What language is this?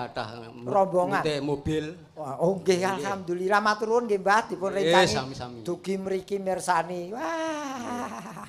Javanese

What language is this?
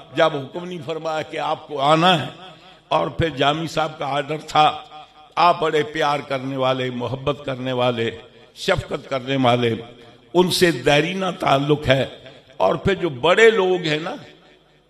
Urdu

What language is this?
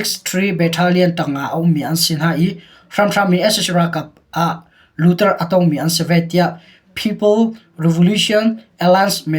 Hakha Chin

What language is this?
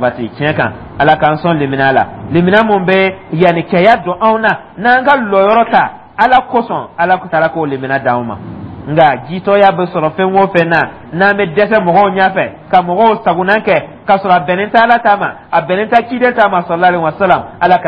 Dyula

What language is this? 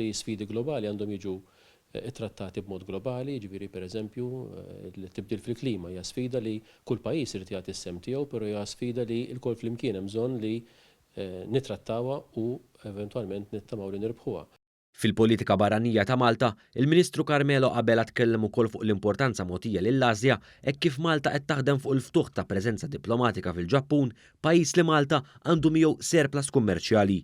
Maltese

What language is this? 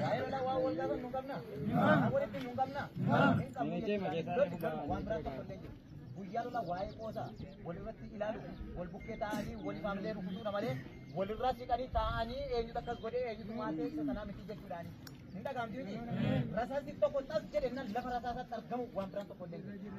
Oromo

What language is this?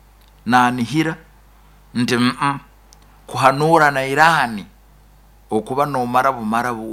Nyoro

